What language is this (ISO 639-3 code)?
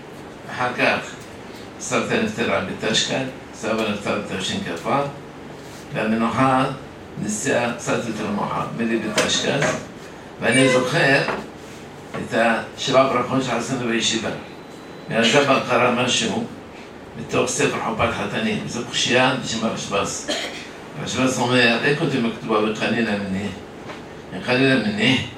heb